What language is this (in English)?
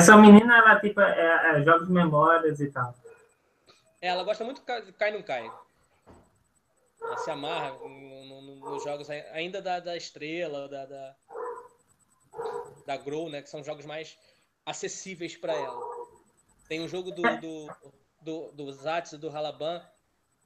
Portuguese